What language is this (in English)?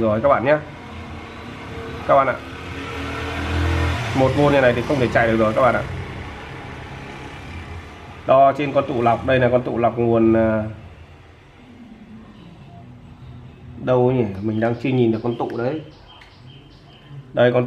Vietnamese